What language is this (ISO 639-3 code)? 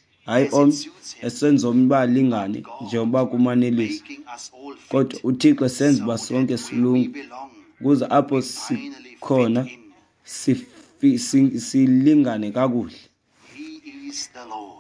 xho